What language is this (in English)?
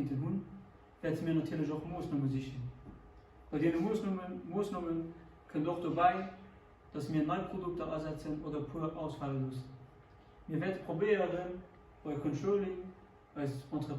Luxembourgish